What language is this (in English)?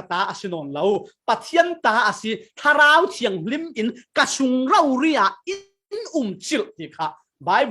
Falam Chin